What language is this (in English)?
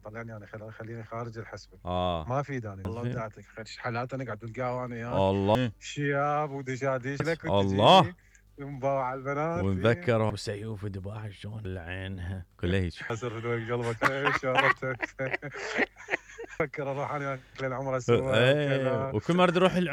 Mesopotamian Arabic